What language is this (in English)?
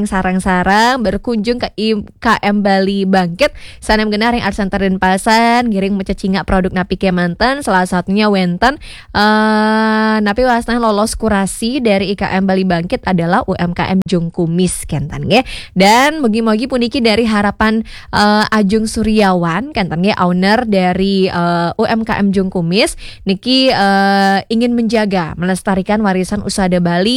Balinese